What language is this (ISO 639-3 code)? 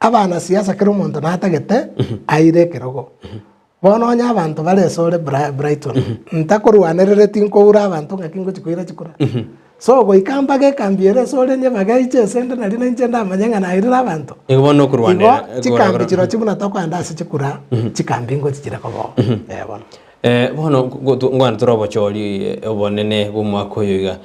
guz